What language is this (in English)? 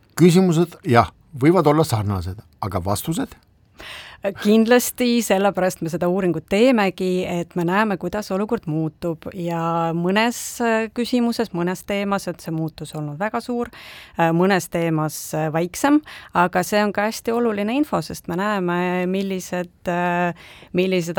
Estonian